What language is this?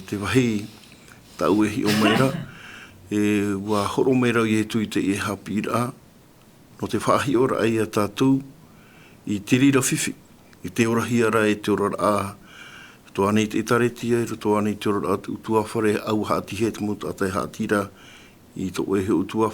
Tahitian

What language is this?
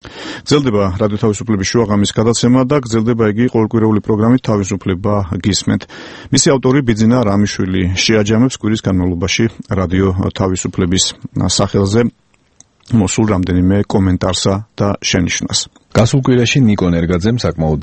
Georgian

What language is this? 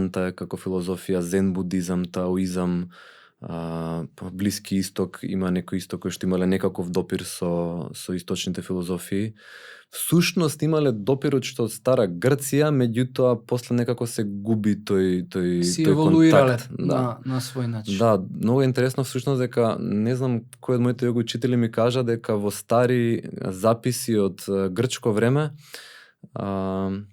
Macedonian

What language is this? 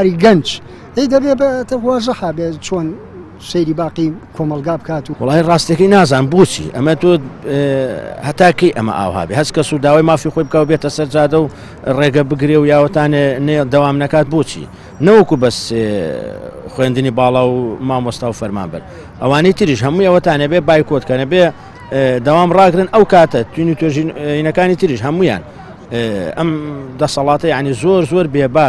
Central Kurdish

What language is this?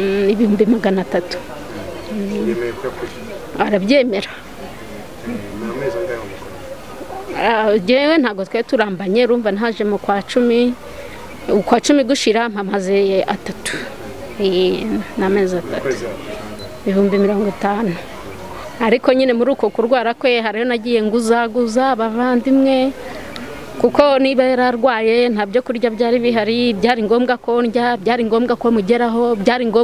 Kinyarwanda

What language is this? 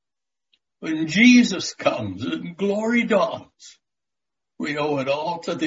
English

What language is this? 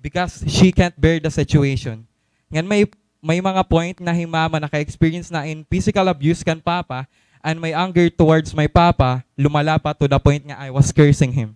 Waray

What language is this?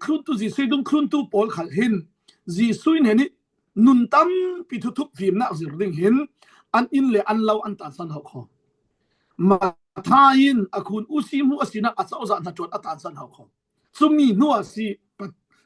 Falam Chin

